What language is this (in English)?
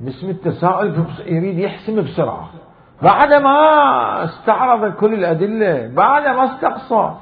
Mesopotamian Arabic